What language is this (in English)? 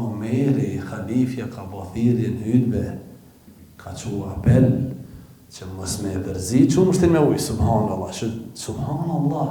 Albanian